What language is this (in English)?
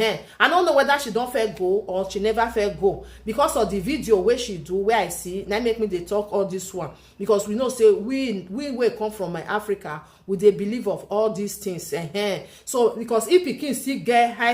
Nigerian Pidgin